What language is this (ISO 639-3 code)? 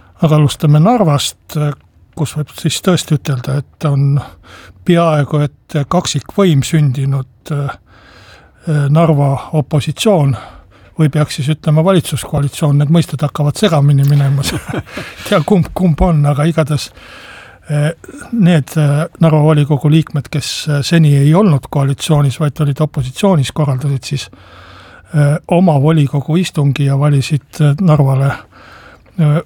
est